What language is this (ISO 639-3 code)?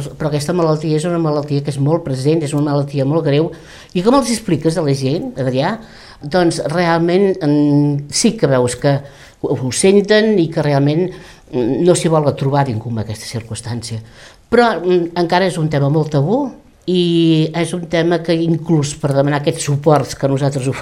cat